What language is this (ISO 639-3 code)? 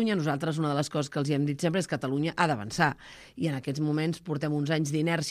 cat